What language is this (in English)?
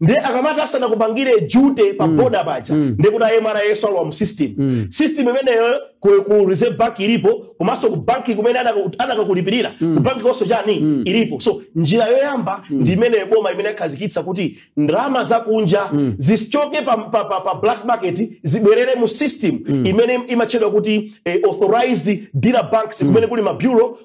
Nyanja